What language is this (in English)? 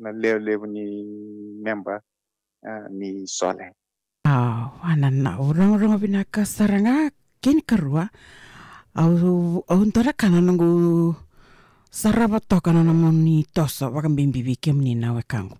Fijian